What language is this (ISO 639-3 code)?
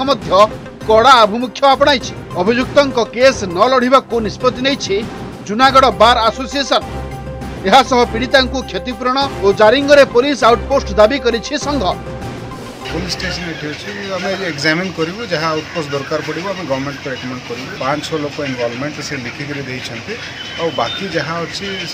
ori